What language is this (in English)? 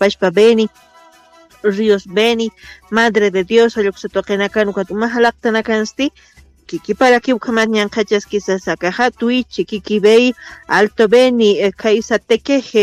Aymara